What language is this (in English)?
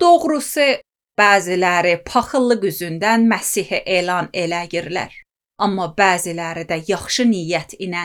Azerbaijani